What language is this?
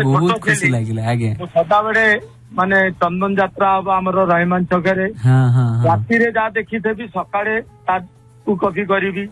Odia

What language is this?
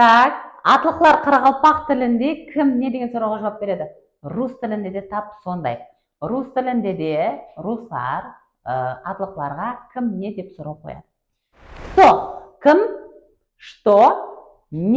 Kara-Kalpak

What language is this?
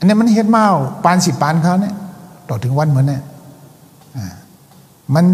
Shan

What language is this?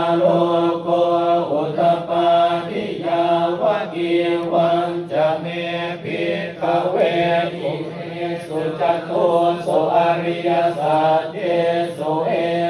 Pali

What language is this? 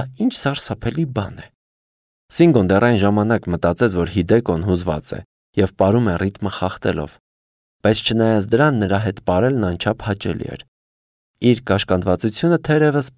Armenian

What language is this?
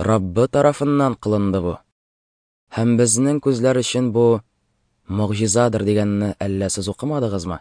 Tatar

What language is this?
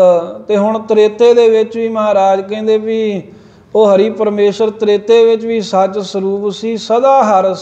Punjabi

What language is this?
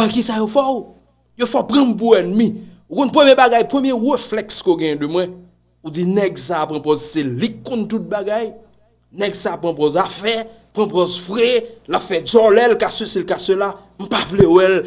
Haitian Creole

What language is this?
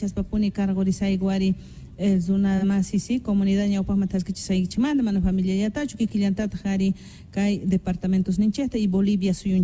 Quechua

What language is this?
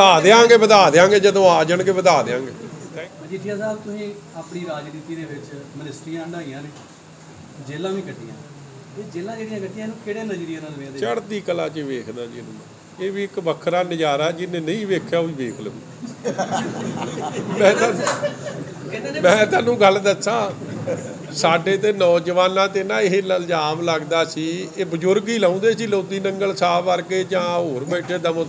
Punjabi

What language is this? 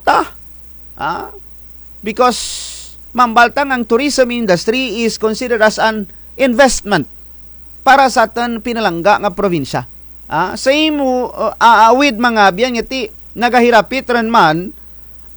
Kinaray-a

